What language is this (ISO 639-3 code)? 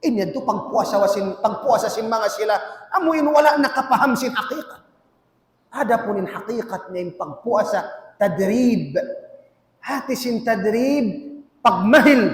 tsg